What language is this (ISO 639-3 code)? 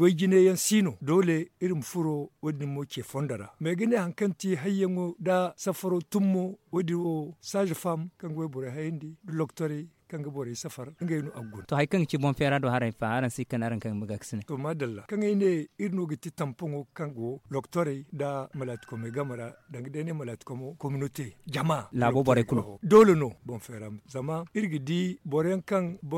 dje